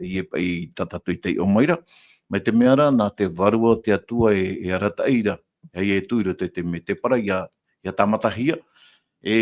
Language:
Tahitian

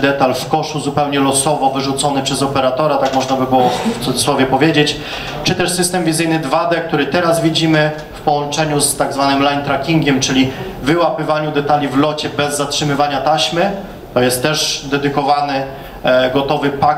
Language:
Polish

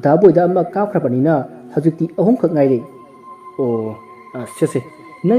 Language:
Manipuri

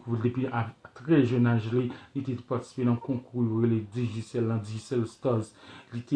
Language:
Haitian Creole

